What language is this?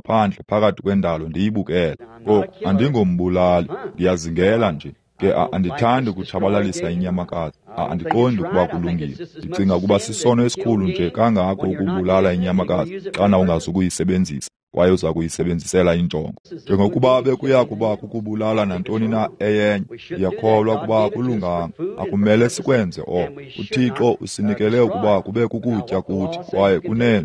Xhosa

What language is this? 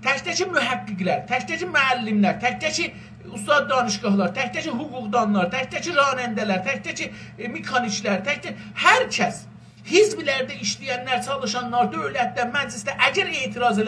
South Azerbaijani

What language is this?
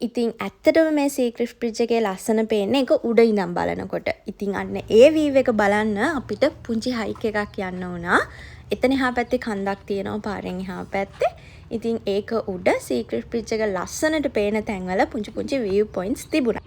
Sinhala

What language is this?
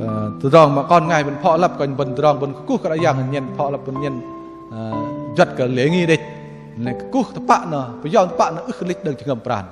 Bahnar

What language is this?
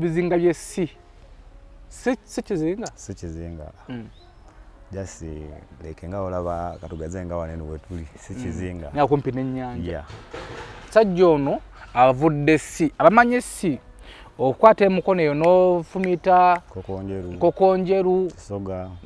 Ganda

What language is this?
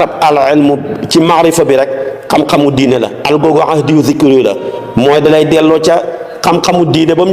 Wolof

